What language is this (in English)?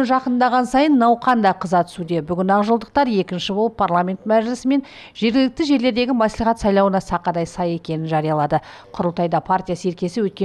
Kazakh